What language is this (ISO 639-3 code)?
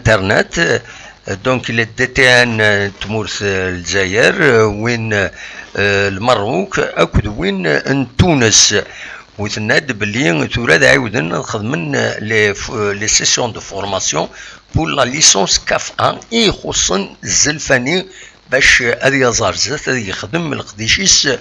kab